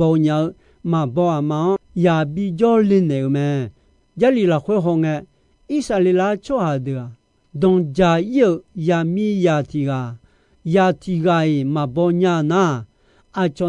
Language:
Akha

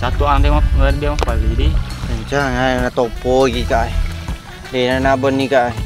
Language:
Buginese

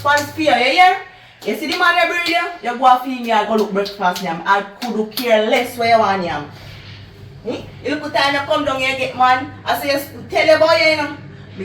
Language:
Jamaican Creole English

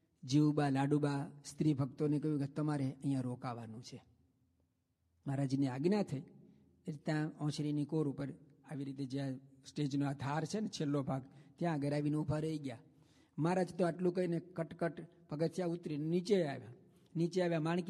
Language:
Gujarati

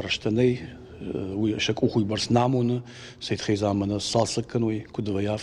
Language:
Ossetic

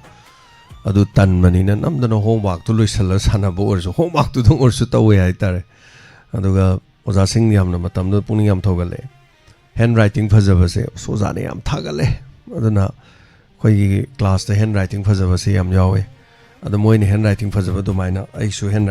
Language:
Manipuri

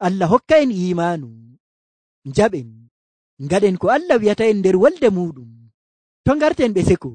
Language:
Nigerian Fulfulde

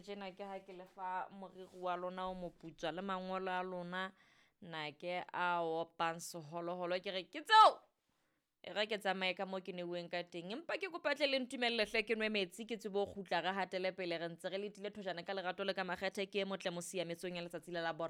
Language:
Southern Sotho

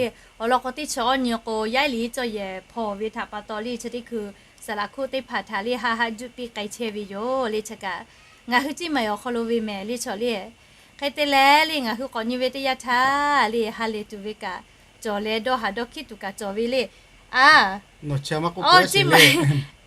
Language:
Lahu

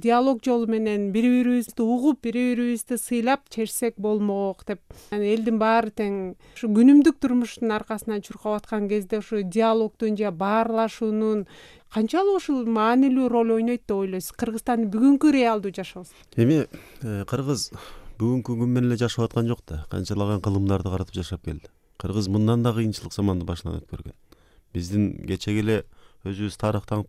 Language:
Kyrgyz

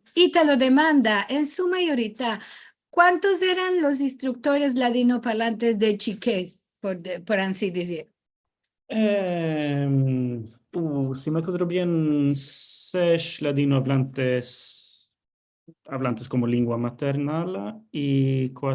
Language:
Ladino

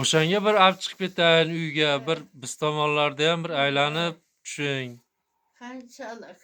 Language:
Uzbek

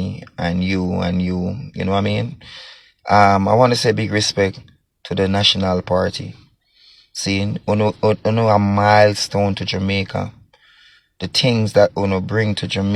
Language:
Jamaican Creole English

